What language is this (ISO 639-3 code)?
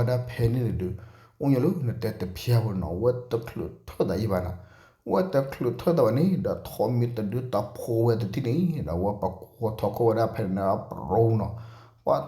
ksw